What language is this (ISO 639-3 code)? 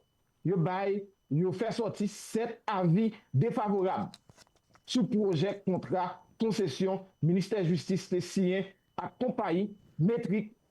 hat